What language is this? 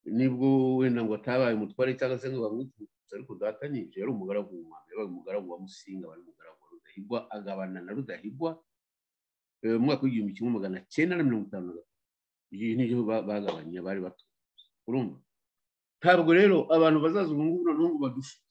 Kinyarwanda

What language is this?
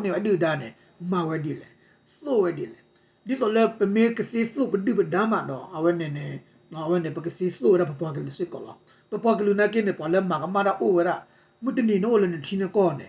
S'gaw Karen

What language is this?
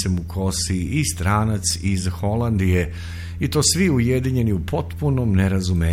Serbian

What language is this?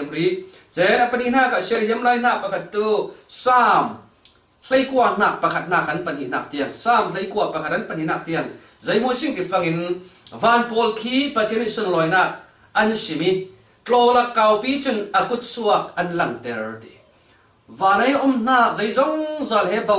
Falam Chin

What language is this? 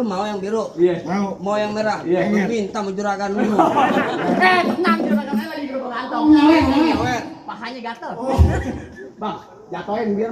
Betawi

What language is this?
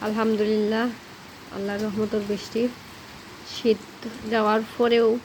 Sylheti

